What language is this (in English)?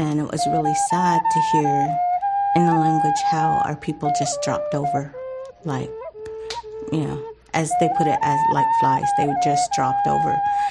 English